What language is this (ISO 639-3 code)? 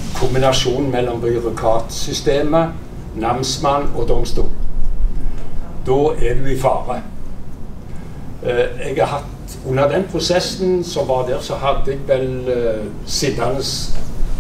nor